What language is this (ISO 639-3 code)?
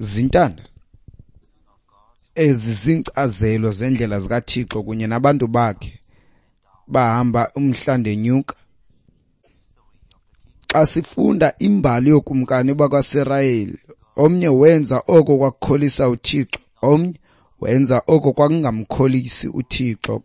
xho